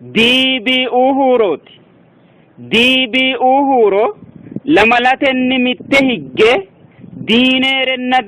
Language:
Sidamo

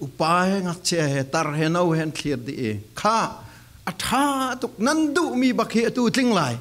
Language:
Falam Chin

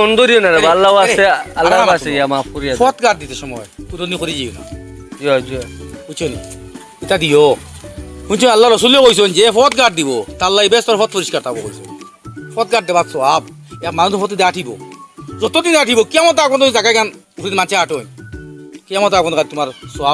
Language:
Sylheti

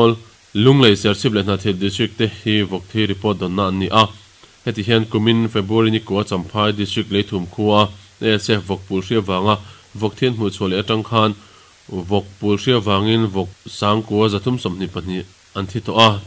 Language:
Mizo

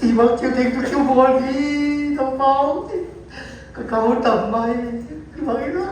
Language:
Siyin Chin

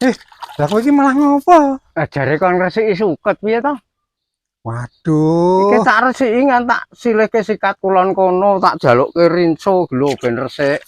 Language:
Javanese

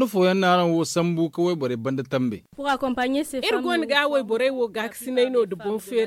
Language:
Zarma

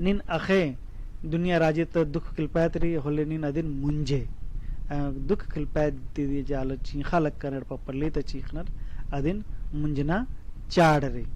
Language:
Kurukh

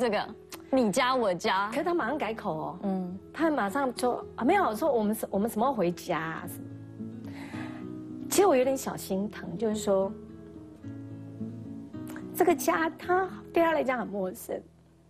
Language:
Chinese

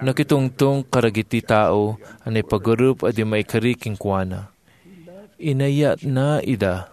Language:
Iloko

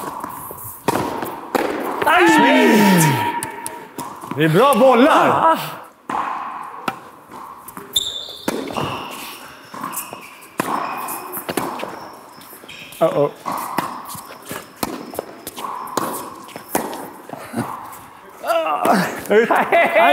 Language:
Swedish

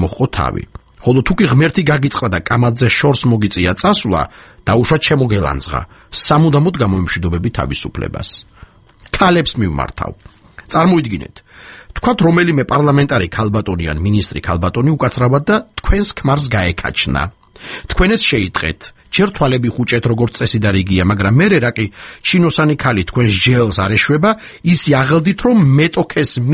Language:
Georgian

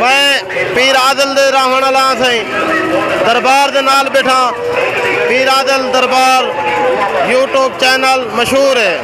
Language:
Saraiki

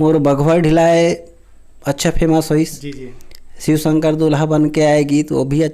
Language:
Chhattisgarhi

